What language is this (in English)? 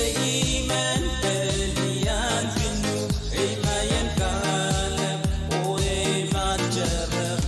Pohnpeian